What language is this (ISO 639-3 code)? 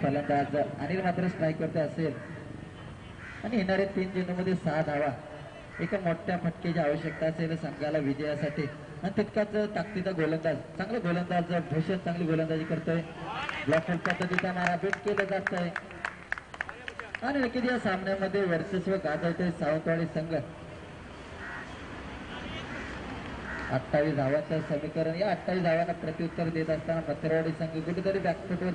mar